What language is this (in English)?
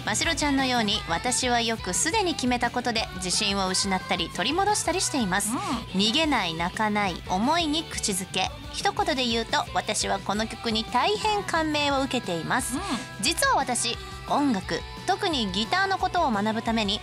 Japanese